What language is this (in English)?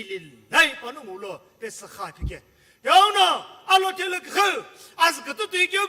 Sumi Naga